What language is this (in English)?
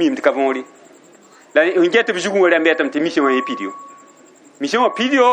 Mossi